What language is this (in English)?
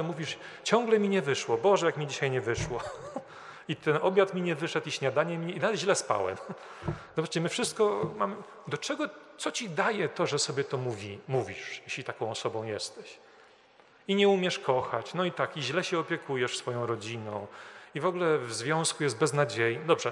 Polish